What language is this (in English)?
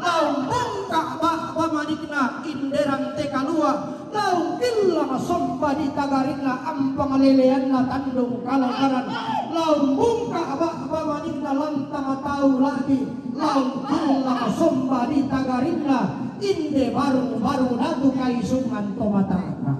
Toraja-Sa'dan